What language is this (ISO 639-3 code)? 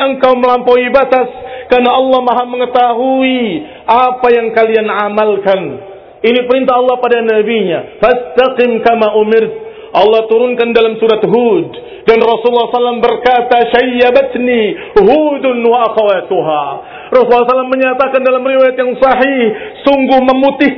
ind